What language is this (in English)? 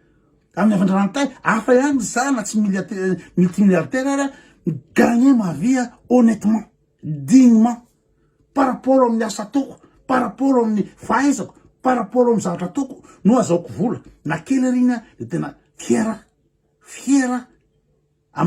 Malagasy